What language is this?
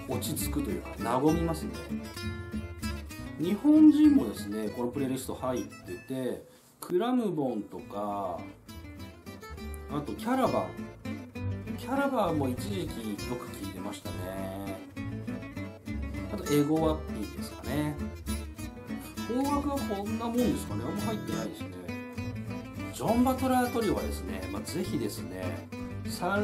Japanese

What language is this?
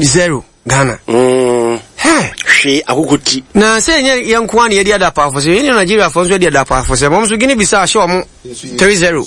Akan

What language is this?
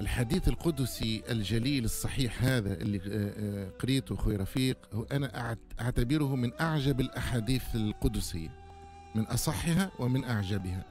Tunisian Arabic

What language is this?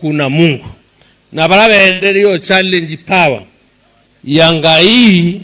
Meru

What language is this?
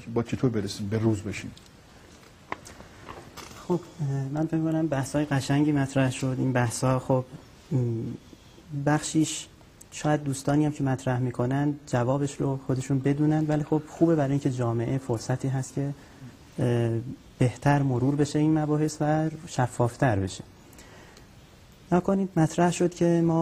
Persian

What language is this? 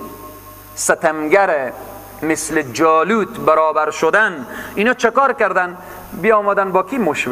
Persian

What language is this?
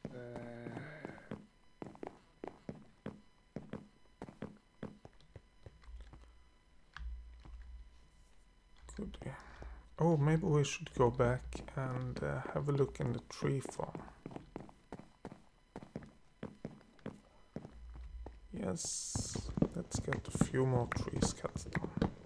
English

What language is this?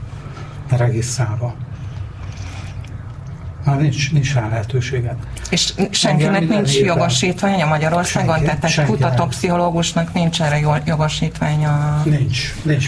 Hungarian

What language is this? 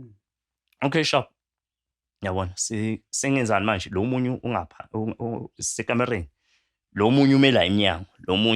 Zulu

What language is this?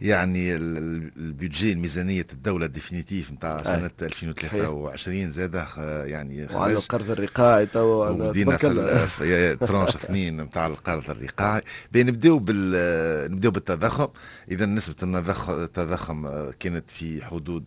Tunisian Arabic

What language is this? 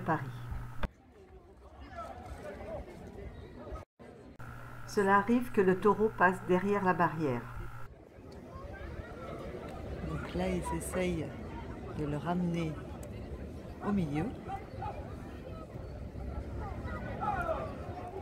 French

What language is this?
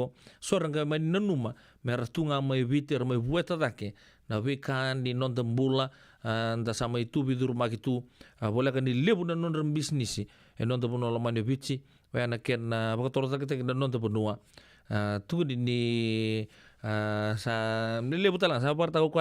Fijian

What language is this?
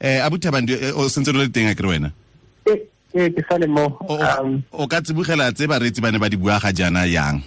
Tswana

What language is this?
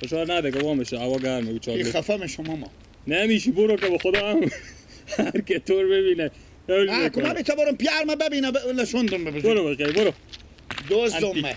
Persian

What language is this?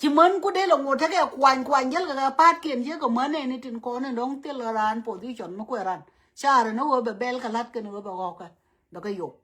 Nuer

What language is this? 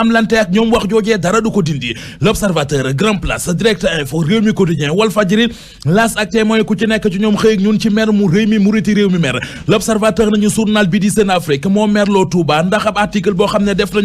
Wolof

